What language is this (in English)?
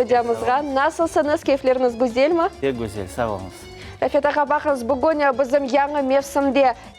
Crimean Tatar